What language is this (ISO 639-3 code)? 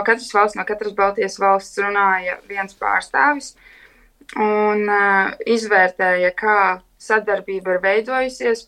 lav